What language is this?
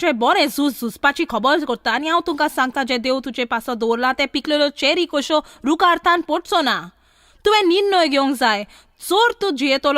Konkani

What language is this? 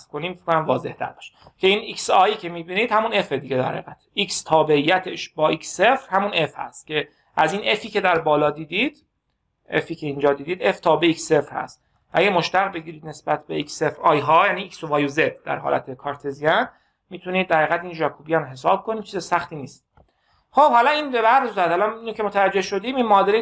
Persian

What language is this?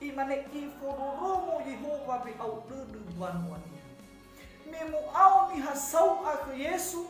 Nias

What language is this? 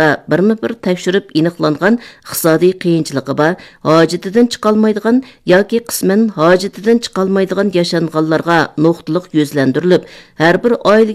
Uyghur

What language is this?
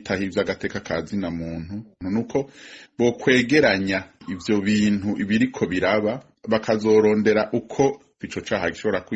Rundi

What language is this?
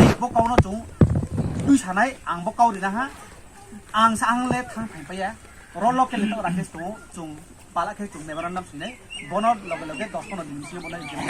Riang (India)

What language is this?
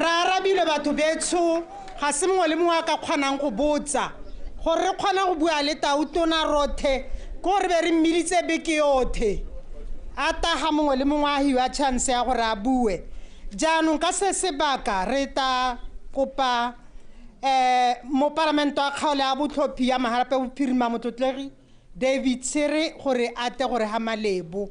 Tswana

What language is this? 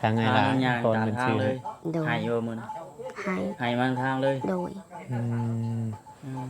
Northeastern Thai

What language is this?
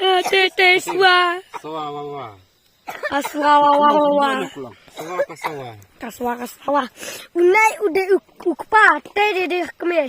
Khasi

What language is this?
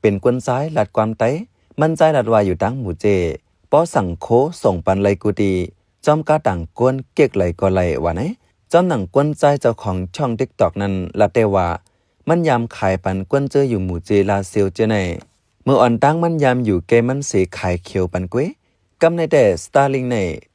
Shan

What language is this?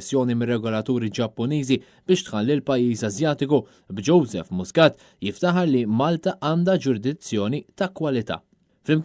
Maltese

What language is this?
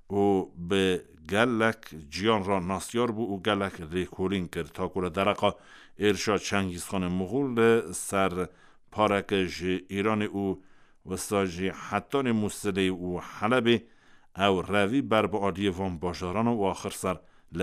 Kurdish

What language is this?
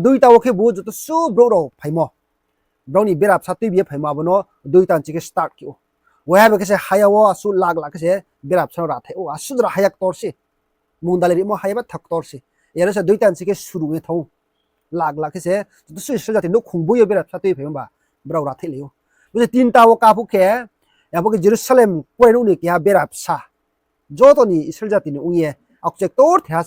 Riang (India)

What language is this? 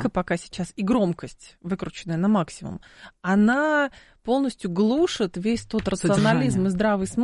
Russian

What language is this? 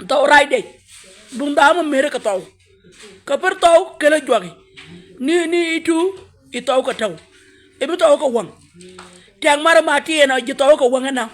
Nuer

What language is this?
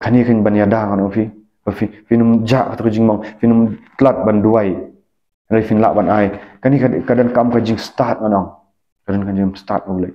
Khasi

